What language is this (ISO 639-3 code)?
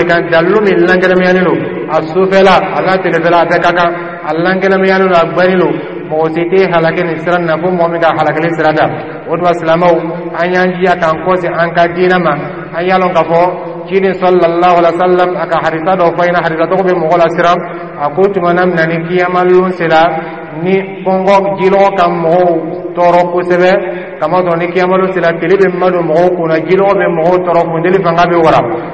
dyu